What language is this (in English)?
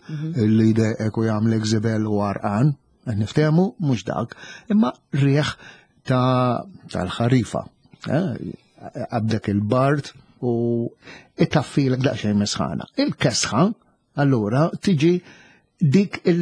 Maltese